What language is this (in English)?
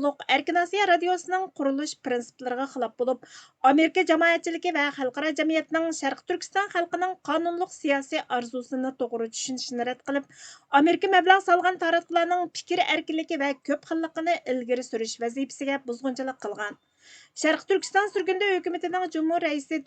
Uyghur